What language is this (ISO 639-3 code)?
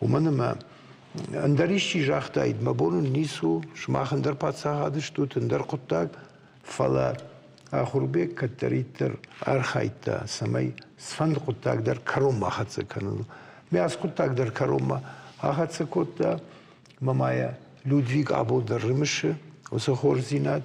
oss